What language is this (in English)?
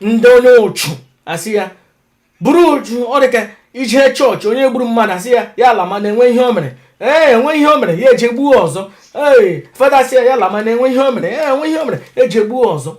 Igbo